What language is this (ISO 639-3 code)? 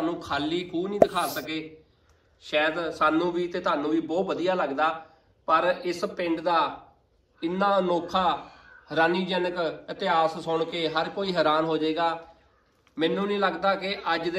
pan